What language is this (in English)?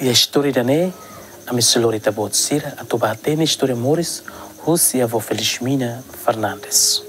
Tetum